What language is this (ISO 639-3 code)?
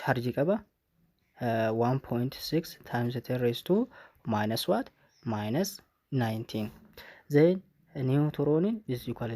orm